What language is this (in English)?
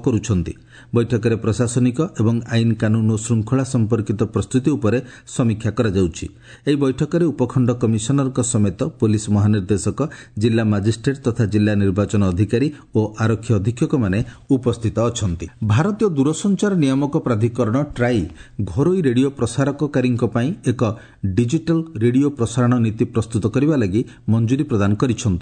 Odia